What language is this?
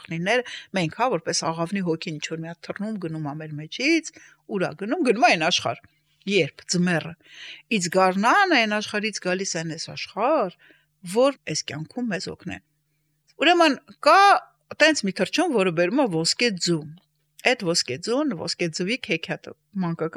Armenian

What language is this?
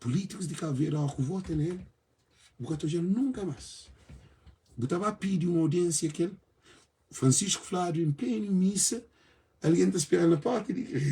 Kabuverdianu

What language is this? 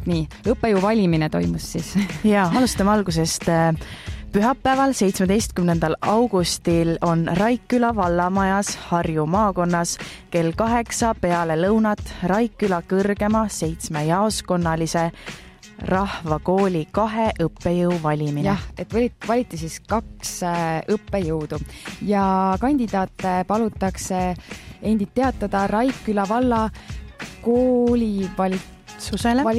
Estonian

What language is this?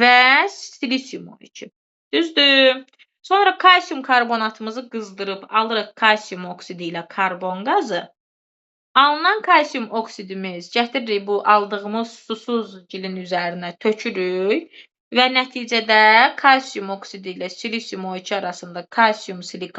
Azerbaijani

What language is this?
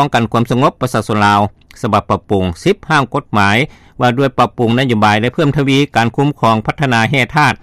Lao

